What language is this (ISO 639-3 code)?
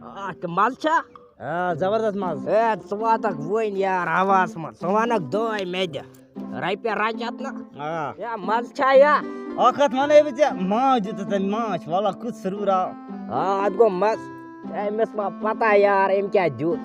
kas